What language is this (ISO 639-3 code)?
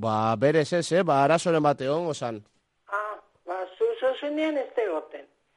eus